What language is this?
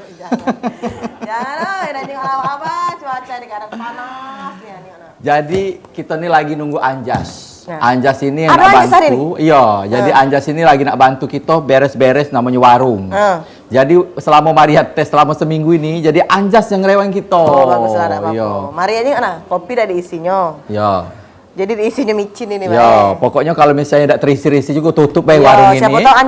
Musi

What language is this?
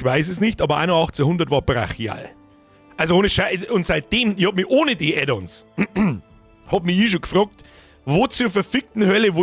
Bavarian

